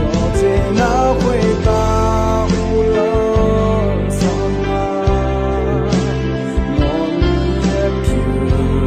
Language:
Akha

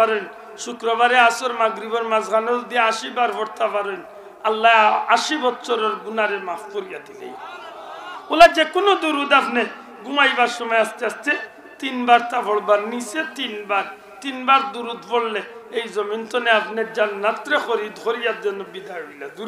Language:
Sylheti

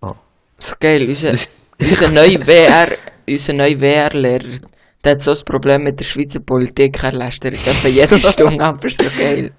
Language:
Swiss German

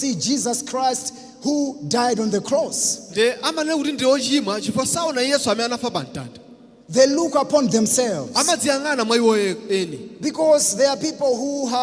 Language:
Nyanja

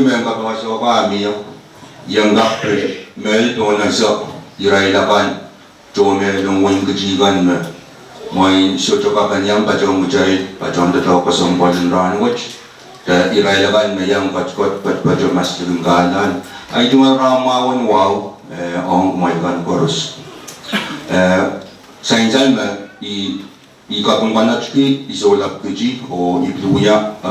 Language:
Pohnpeian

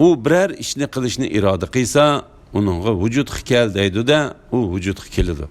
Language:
Uyghur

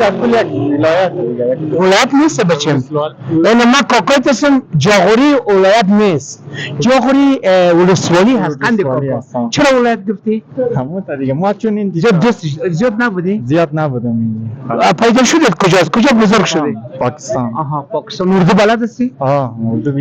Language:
Persian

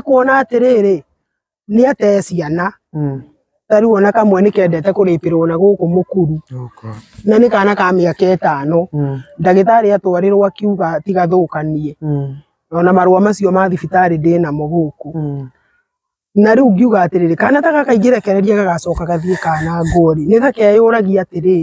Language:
Kikuyu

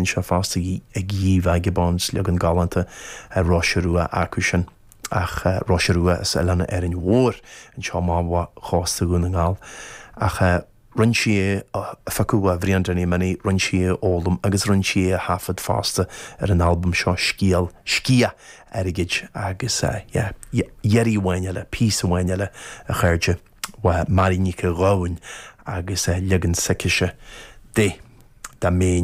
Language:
Irish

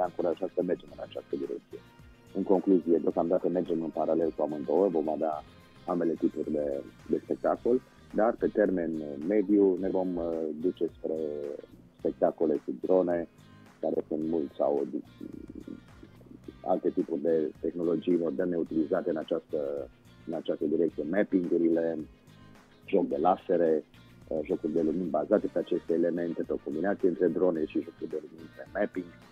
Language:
Romanian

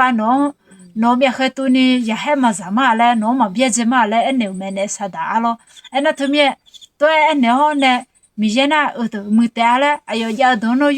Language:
Akha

